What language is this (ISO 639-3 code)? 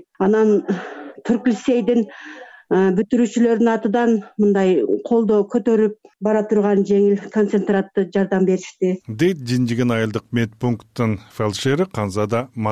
kir